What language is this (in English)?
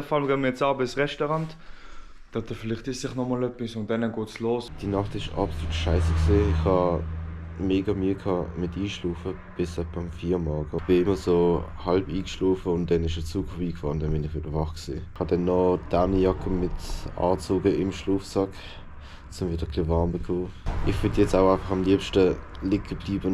Swiss German